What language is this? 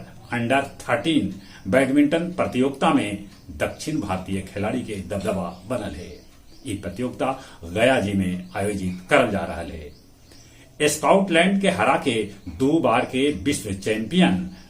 Magahi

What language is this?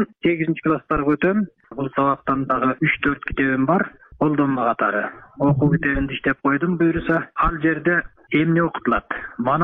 Kyrgyz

